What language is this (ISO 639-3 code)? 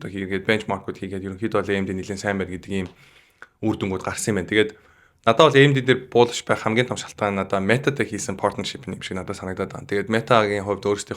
mon